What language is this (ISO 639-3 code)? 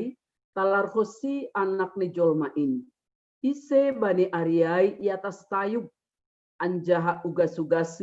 bts